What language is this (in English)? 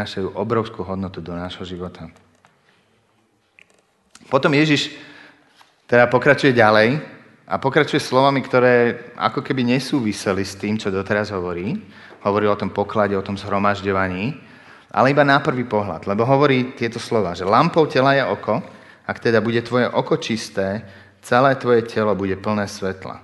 Slovak